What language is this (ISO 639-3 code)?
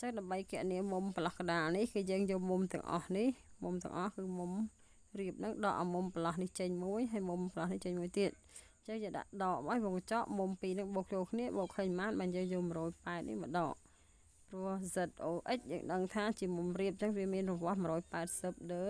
khm